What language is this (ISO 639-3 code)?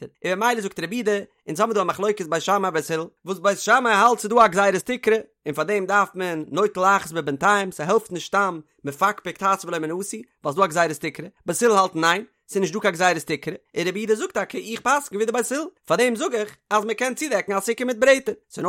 yid